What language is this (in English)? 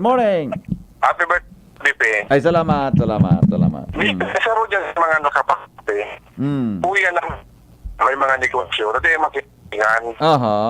Bikol